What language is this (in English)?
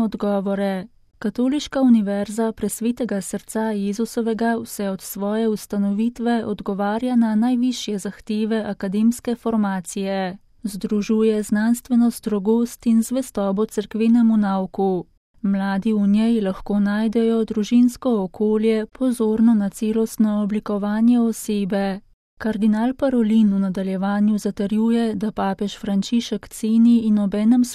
Slovenian